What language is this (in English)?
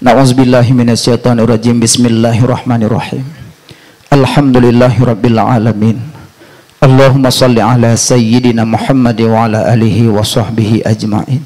Achinese